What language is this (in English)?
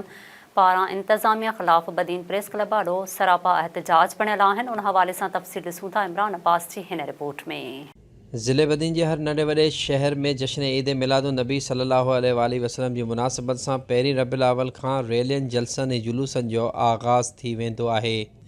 Sindhi